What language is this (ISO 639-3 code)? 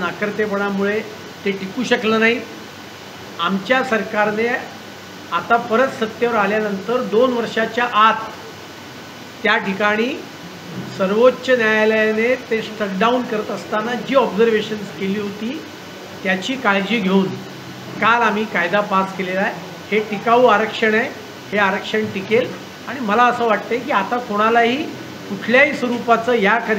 mar